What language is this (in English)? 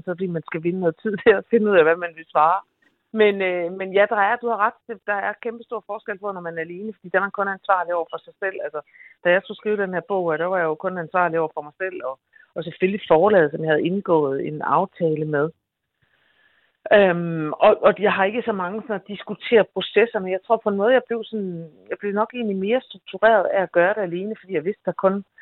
Danish